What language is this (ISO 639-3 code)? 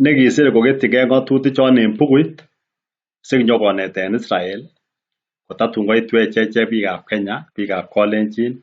kln